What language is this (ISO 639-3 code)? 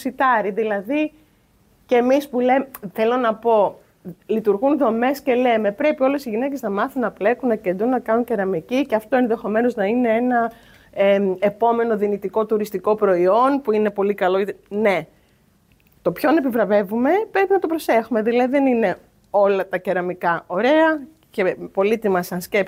ell